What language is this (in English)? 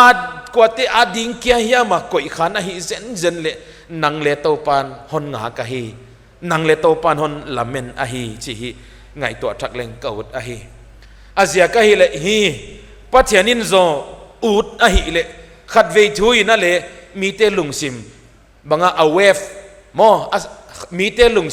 Paite Chin